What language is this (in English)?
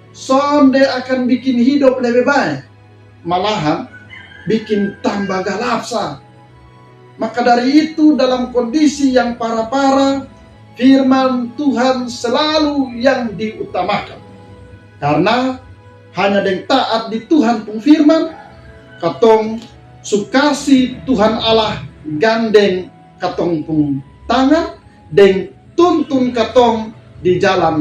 Kupang Malay